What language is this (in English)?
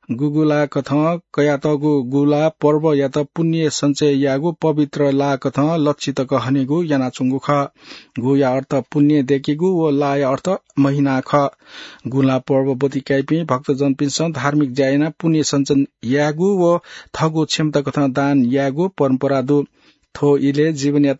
Newari